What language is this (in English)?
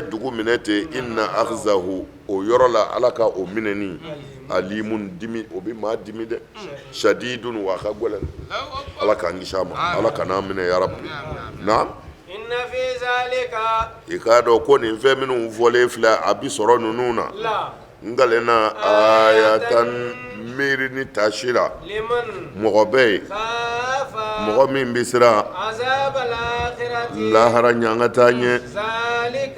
Bambara